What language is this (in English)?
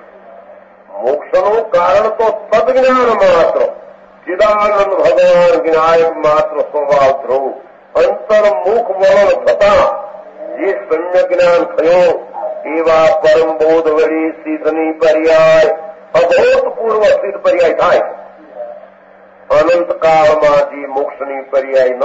Gujarati